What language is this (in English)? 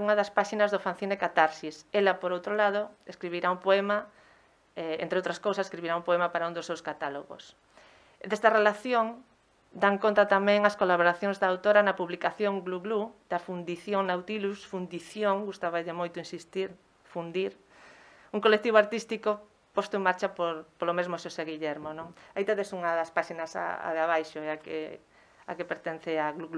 Galician